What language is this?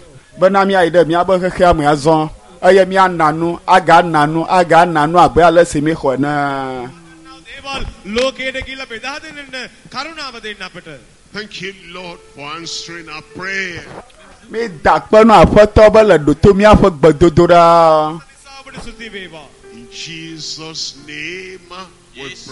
Ewe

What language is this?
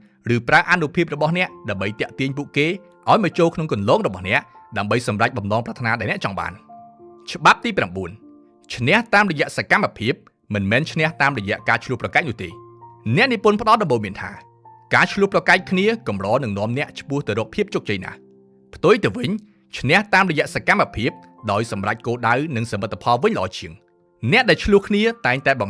Khmer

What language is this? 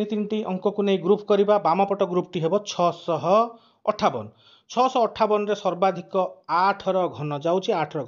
Odia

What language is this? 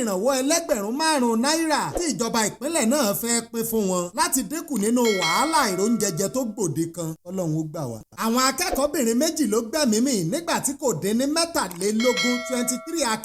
Yoruba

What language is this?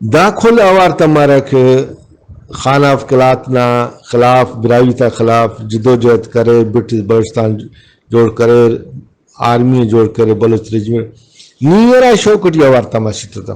Brahui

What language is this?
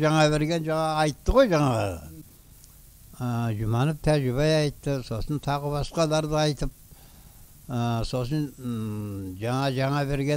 Kazakh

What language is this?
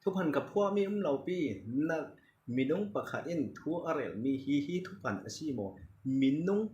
Falam Chin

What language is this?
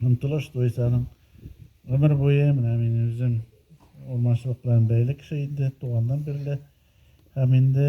Tatar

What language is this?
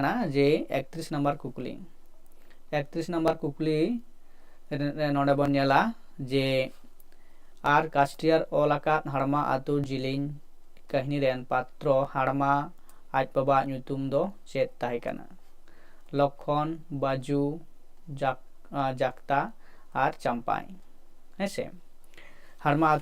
Santali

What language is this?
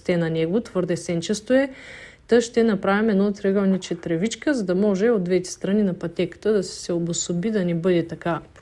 Bulgarian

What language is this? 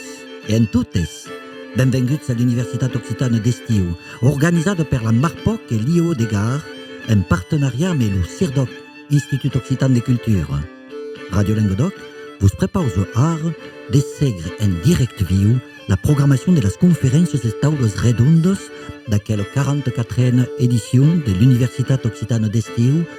Occitan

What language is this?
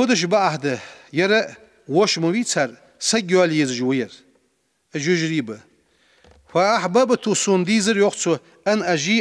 Ingush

